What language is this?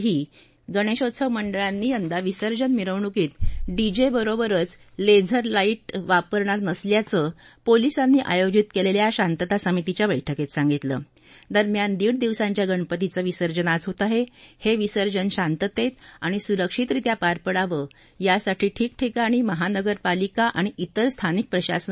Marathi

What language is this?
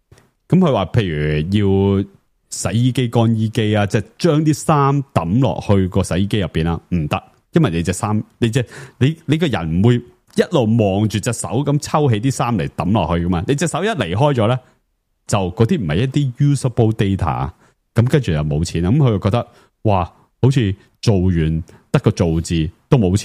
Cantonese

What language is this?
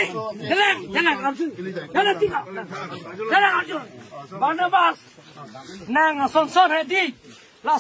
Karbi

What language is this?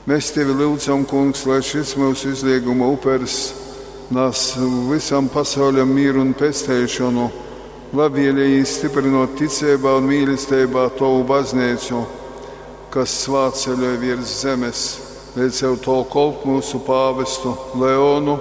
Latgalian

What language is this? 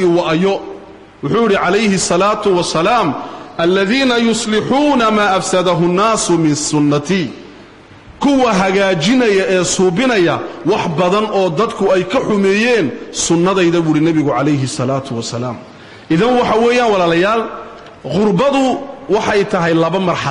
Somali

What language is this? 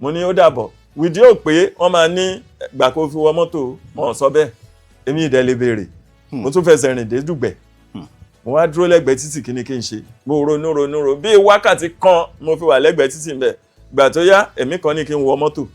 Yoruba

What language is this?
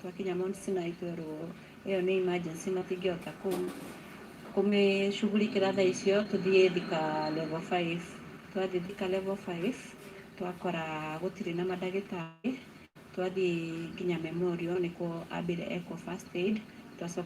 Kikuyu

